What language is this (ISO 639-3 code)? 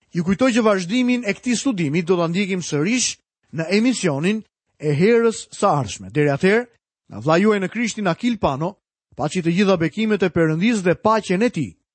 sqi